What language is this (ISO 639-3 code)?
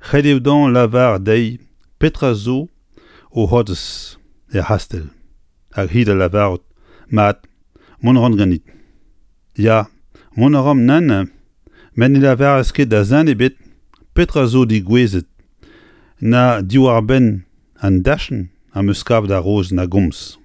bre